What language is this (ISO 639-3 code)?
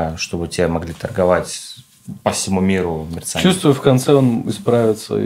rus